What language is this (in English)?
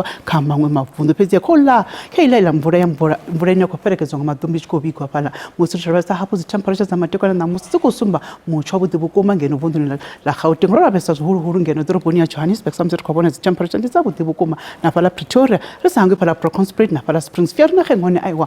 Venda